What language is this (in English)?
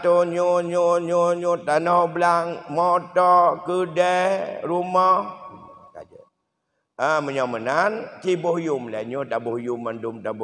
Achinese